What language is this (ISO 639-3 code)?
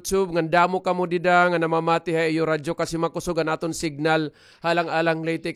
war